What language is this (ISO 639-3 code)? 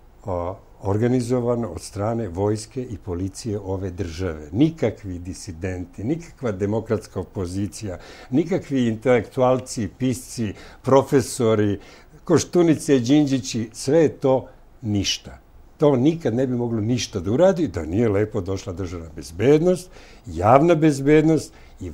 srp